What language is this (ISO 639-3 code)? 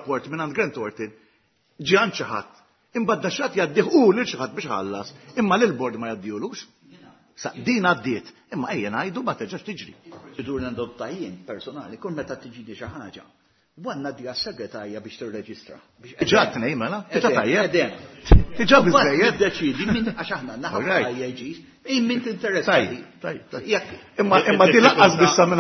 mlt